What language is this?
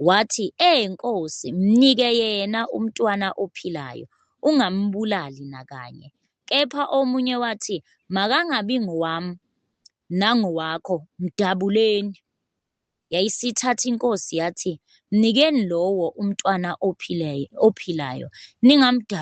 Zulu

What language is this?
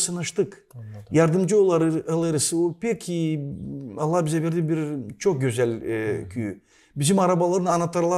Gagauz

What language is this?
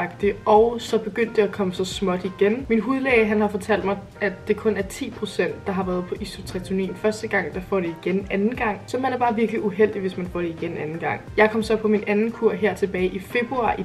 Danish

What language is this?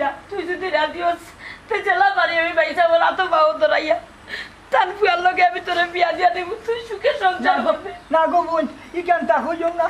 Sylheti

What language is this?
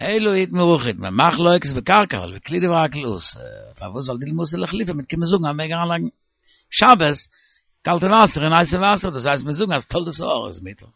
Yiddish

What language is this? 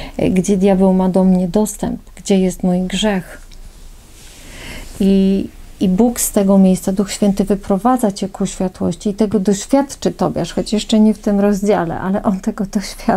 Polish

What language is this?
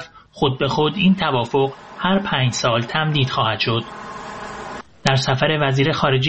Persian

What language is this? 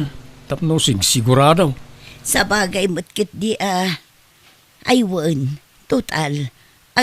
Iloko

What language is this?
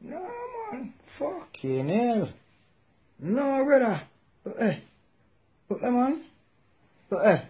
Jamaican Creole English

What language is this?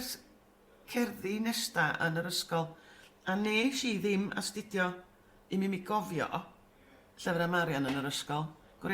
Welsh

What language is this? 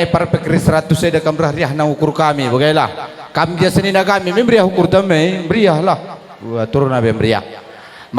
Batak Karo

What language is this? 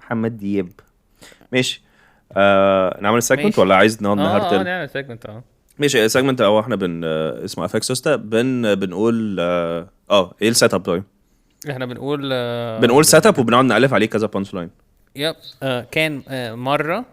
Egyptian Arabic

